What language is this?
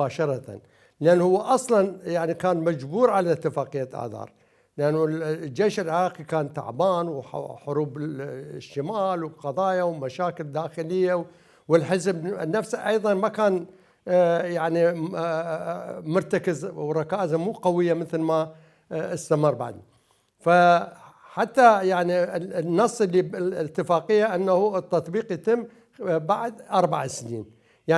Mesopotamian Arabic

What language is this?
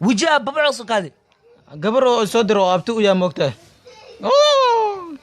Somali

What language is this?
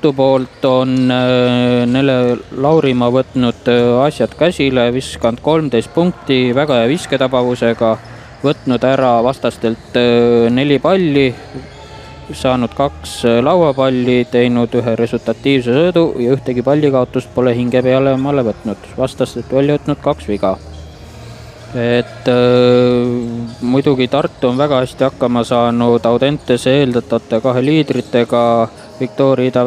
Estonian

